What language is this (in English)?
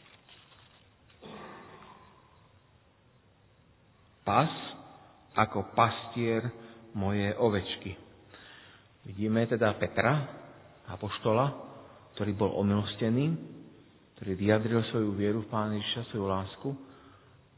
Slovak